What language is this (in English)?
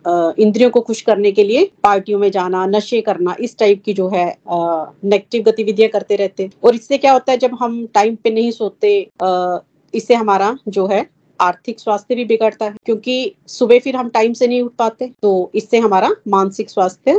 Hindi